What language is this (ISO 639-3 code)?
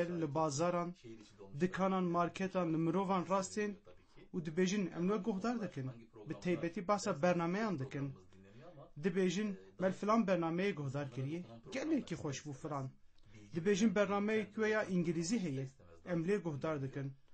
kur